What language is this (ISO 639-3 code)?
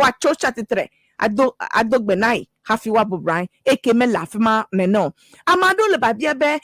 ewe